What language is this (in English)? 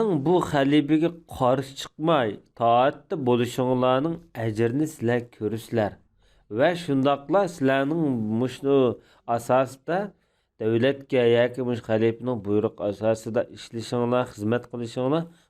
Uyghur